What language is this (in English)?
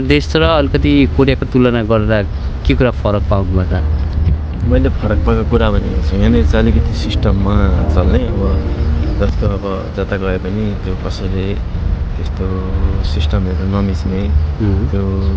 Nepali